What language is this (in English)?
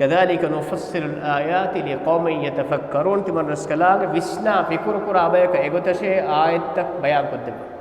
Divehi